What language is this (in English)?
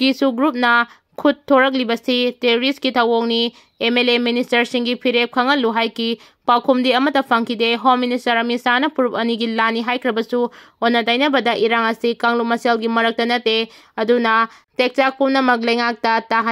Manipuri